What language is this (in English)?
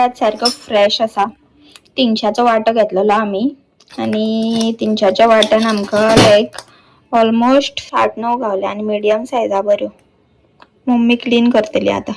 Konkani